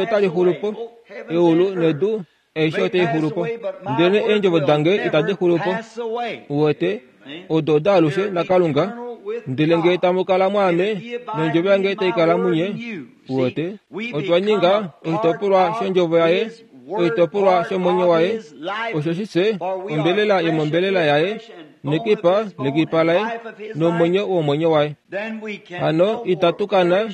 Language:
Kuanyama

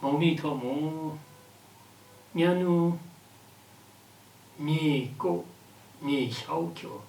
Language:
Lashi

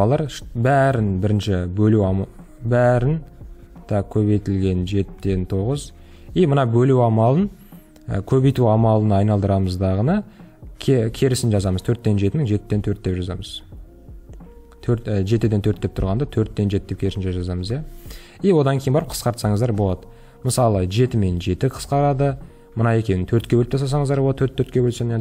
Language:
Kazakh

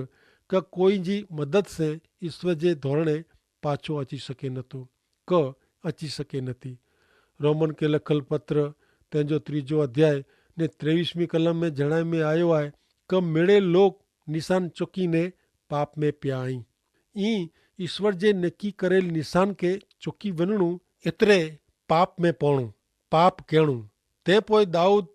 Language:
Kachhi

